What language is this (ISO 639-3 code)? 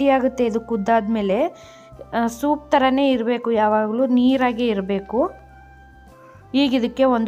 kan